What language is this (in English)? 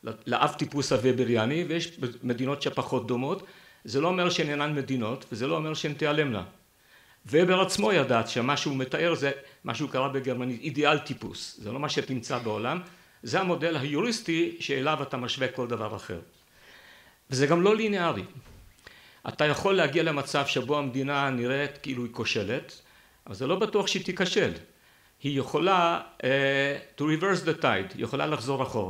Hebrew